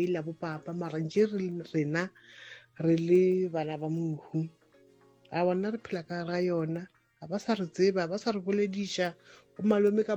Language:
Northern Sotho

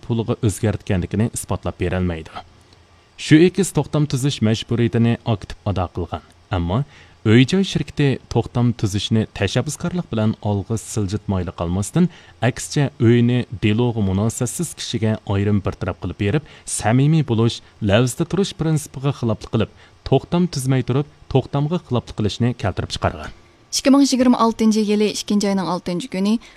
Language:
Uyghur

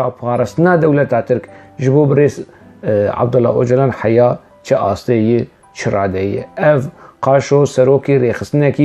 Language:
Kurdish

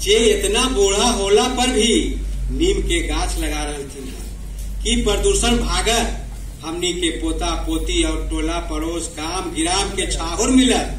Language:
Magahi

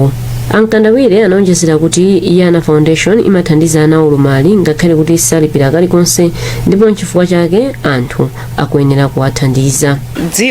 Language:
Nyanja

